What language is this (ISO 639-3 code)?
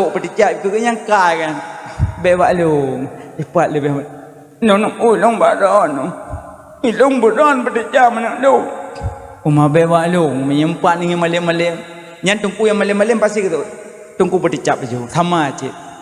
ace